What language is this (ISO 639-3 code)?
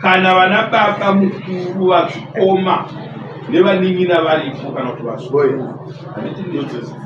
sna